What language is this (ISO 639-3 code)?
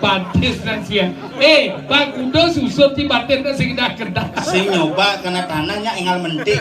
ban